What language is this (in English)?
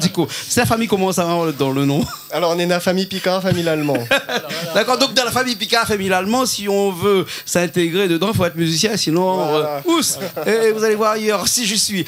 Réunion Creole French